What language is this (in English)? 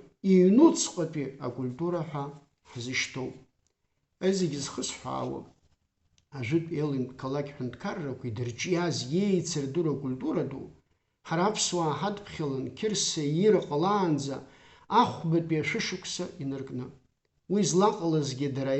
Abkhazian